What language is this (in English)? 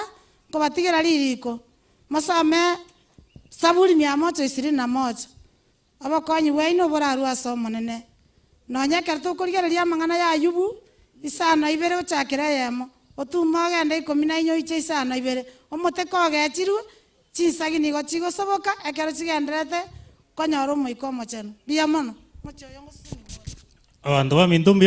Gusii